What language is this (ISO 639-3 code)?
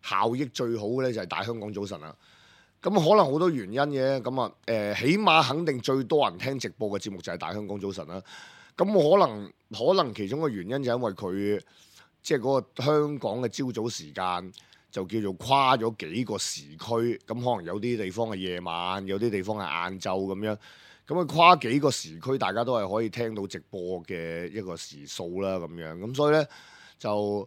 yue